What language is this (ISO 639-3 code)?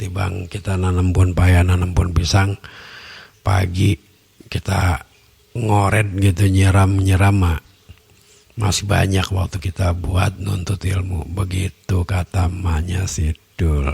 bew